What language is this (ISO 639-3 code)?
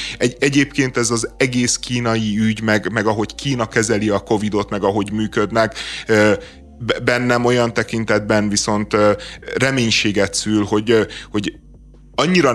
hun